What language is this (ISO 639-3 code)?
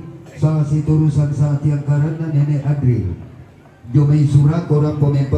sda